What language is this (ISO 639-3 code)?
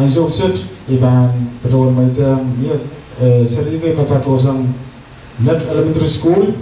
pon